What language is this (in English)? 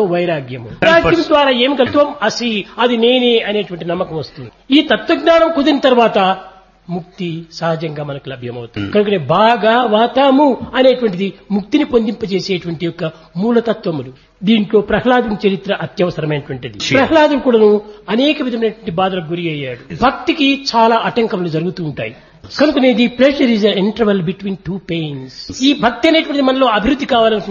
Telugu